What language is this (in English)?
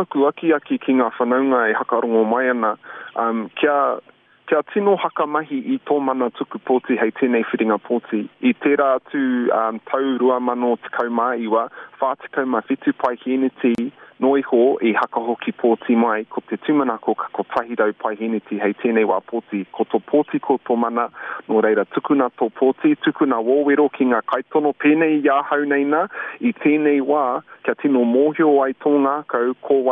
Māori